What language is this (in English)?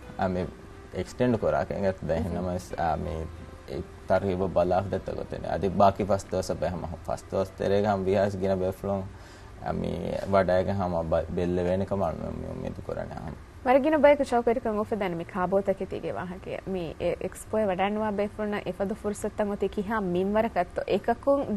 Divehi